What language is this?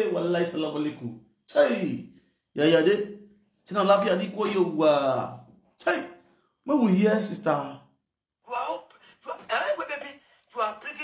Nigerian Pidgin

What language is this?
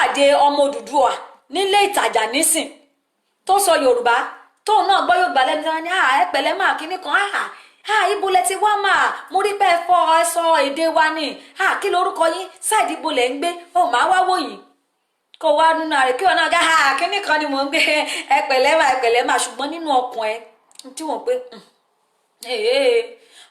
Yoruba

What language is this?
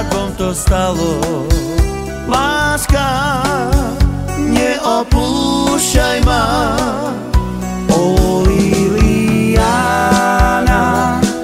Slovak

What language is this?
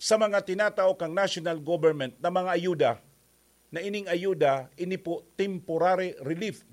Bikol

